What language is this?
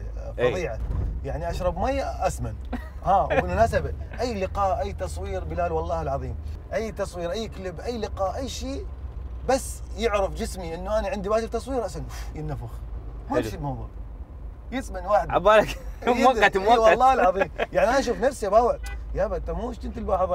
Mesopotamian Arabic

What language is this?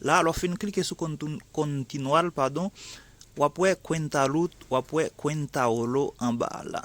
Haitian Creole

